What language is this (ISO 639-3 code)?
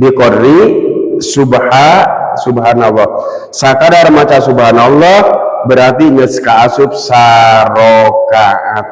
sun